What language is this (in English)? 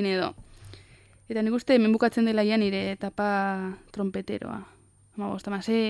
Basque